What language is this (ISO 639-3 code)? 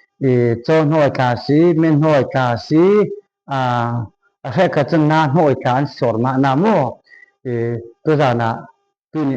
cfm